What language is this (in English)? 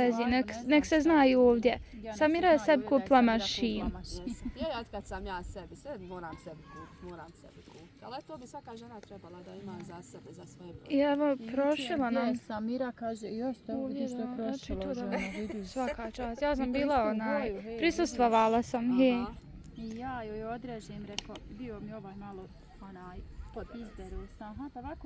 Bosnian